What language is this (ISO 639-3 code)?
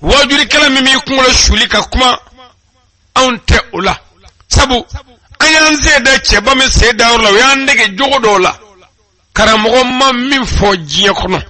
bam